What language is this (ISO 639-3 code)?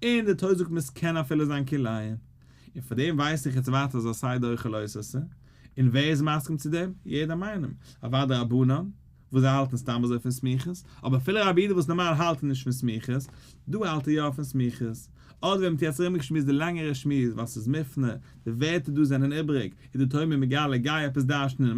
yid